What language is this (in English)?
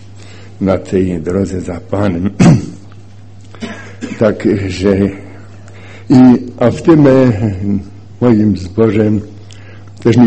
Polish